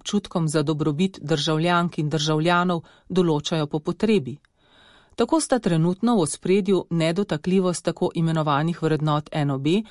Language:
Slovenian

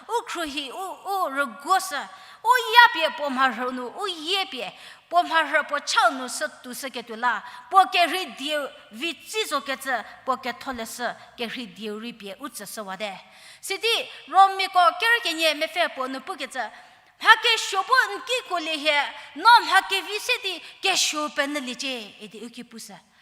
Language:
Angami Naga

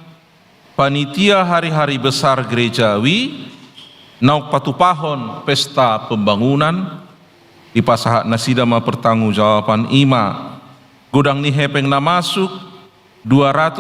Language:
Batak Toba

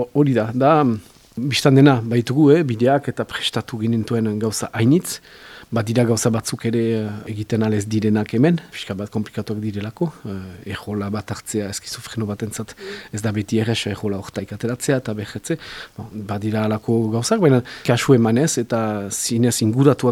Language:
Basque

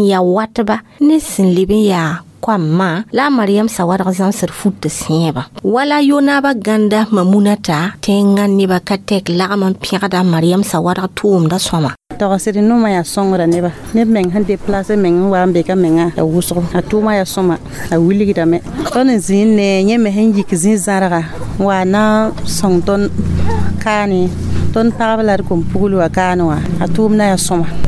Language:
Mossi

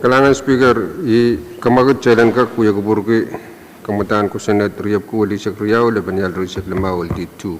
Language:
Pohnpeian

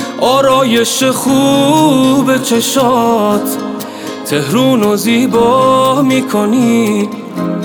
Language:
Persian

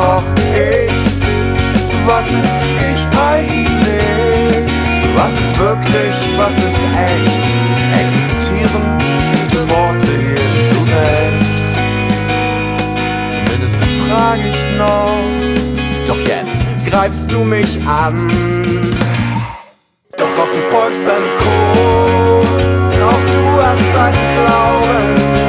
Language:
German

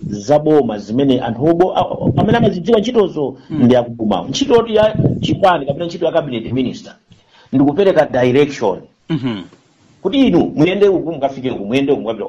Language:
Nyanja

